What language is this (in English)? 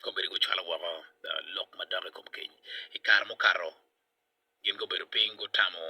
Acoli